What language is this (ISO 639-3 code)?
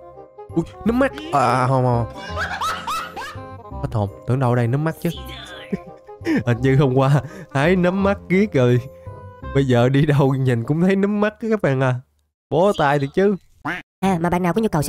vie